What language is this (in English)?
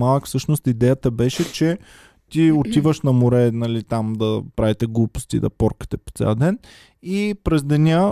Bulgarian